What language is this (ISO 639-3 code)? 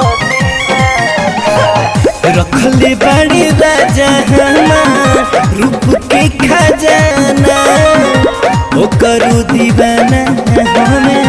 bho